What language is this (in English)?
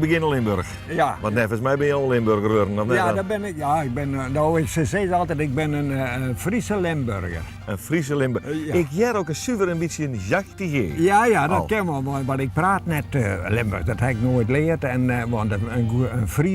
Western Frisian